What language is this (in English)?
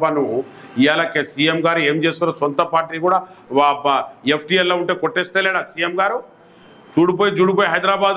Telugu